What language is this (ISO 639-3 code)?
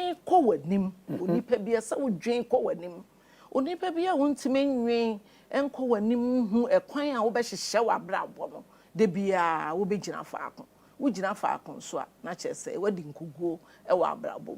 aka